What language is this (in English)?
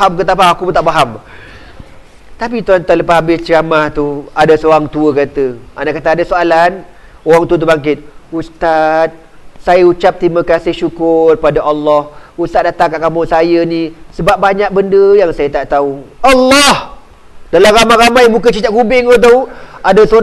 Malay